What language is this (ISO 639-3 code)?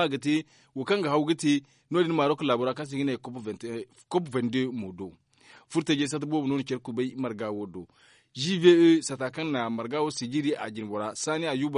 dje